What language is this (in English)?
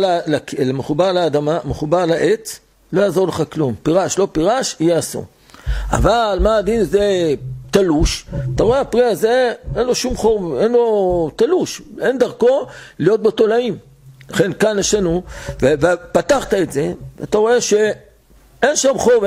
Hebrew